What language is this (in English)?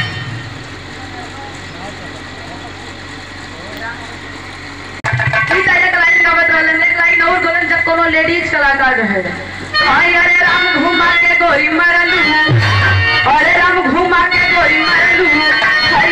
Bhojpuri